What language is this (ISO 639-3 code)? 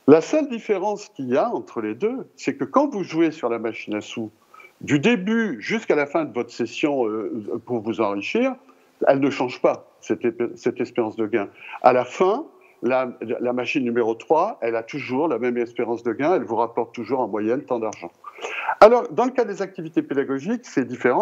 fra